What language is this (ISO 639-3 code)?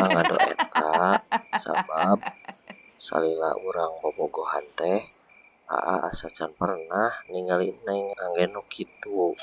sun